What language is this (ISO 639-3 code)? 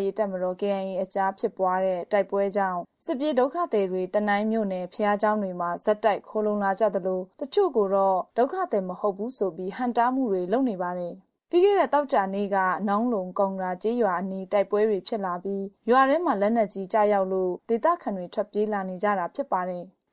mya